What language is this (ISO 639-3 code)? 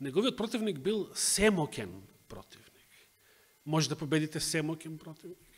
mkd